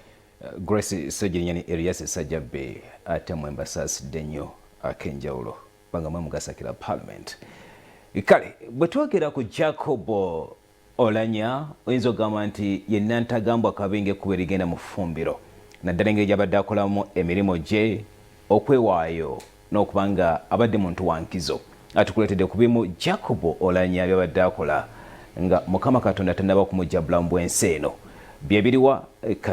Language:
Ganda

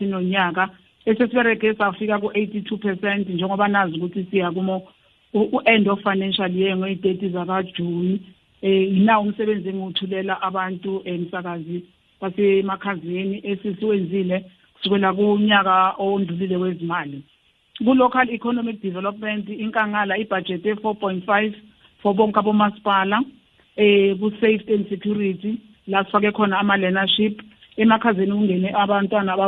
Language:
South Ndebele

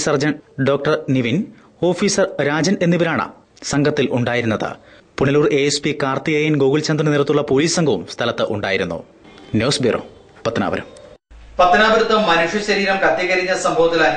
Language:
Malayalam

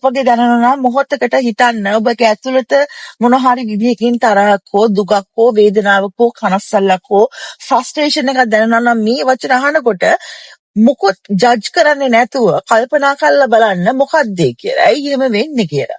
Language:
Sinhala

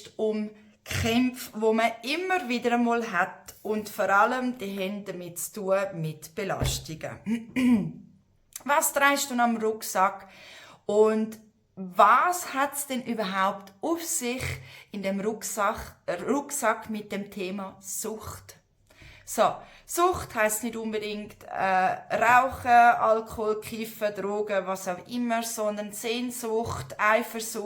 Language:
Swiss German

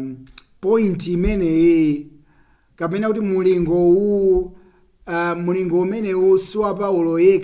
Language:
Nyanja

